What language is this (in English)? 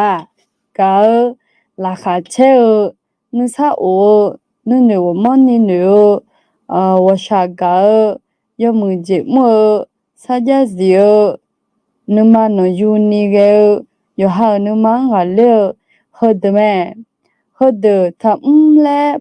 Akha